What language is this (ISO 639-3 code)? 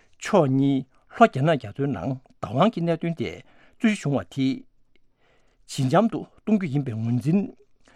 bod